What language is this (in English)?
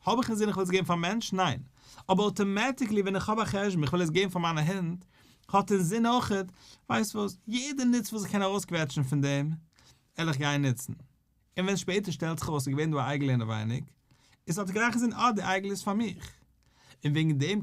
Yiddish